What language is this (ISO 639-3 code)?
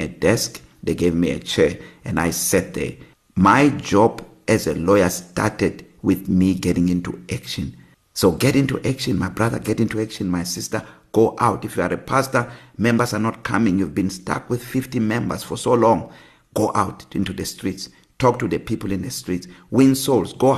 eng